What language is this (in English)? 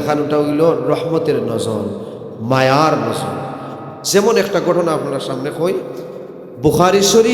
Sylheti